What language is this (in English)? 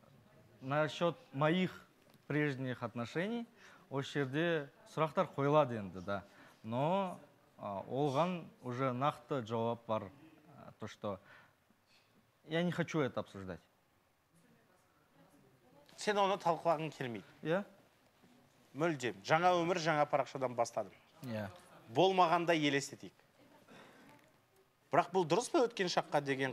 Kazakh